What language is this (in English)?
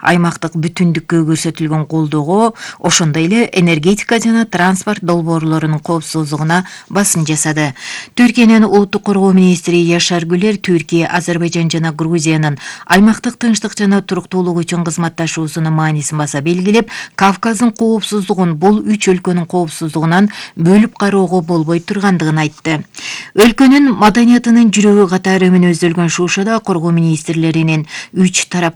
Kyrgyz